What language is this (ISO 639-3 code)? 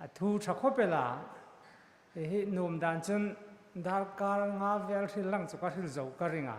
hmr